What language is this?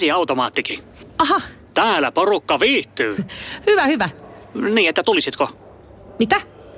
Finnish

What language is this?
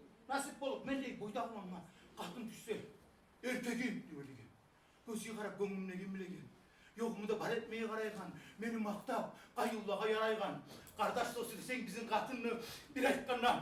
Kumyk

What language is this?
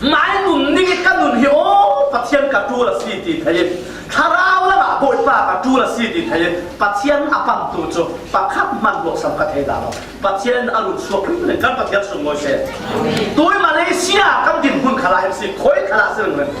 Falam Chin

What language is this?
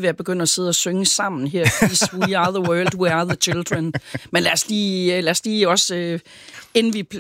Danish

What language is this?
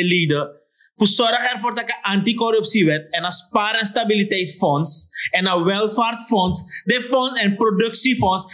Sranan Tongo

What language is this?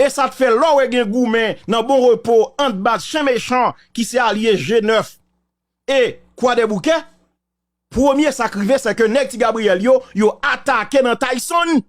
Haitian Creole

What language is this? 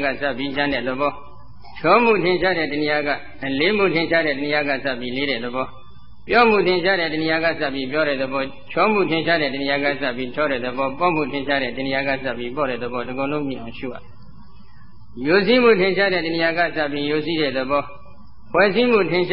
Burmese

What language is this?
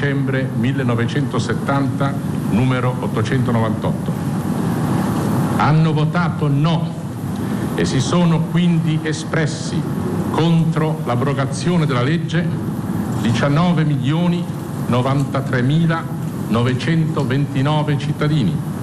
Italian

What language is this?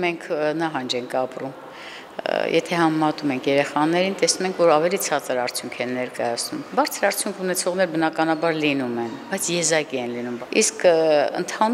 Armenian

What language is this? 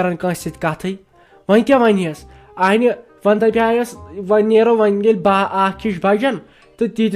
Kashmiri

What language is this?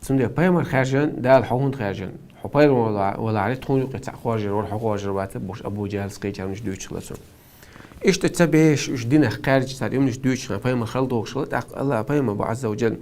Chechen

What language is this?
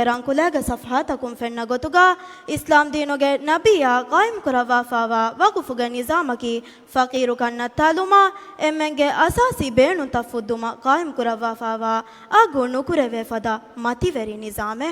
Divehi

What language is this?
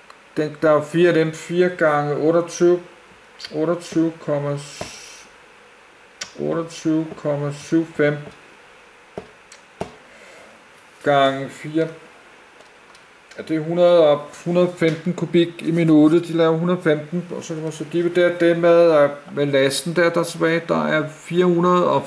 Danish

